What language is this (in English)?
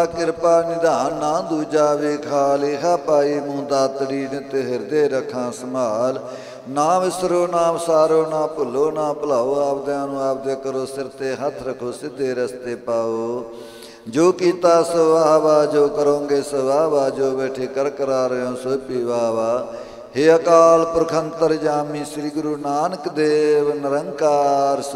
Punjabi